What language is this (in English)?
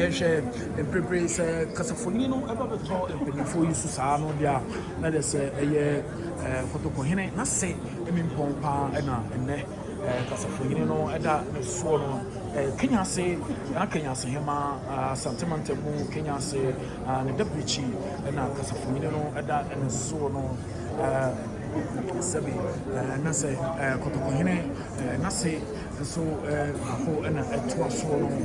Akan